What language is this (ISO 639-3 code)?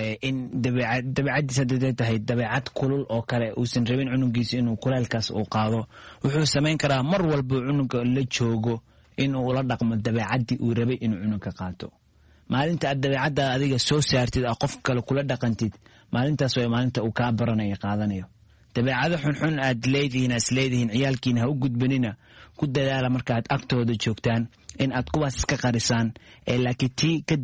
som